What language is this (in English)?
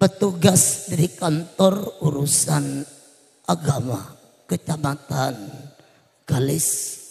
Madurese